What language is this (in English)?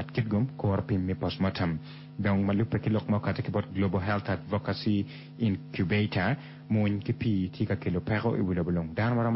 Acoli